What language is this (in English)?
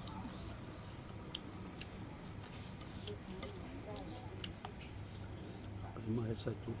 Lao